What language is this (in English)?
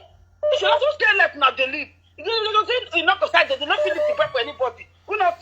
Nigerian Pidgin